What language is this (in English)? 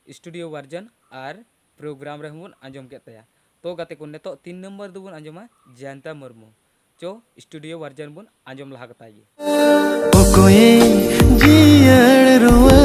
Santali